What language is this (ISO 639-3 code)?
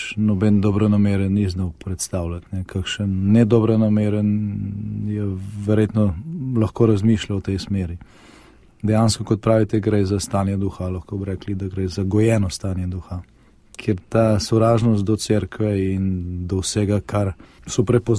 slv